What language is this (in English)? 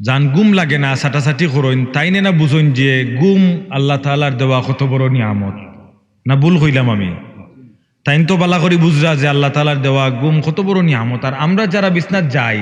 Sylheti